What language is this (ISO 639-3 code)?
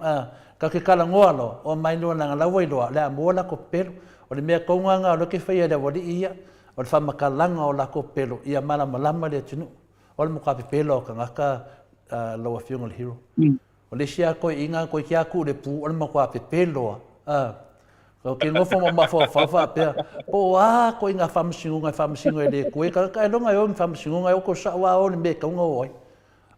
smo